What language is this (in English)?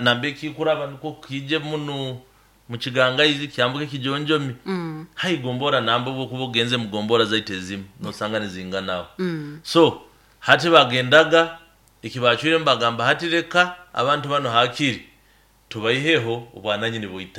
Nyoro